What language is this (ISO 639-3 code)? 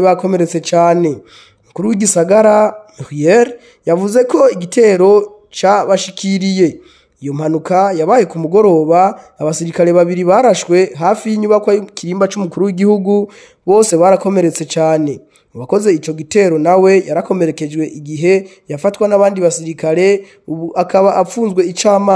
run